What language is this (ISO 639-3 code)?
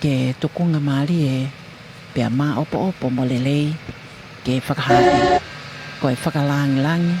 ton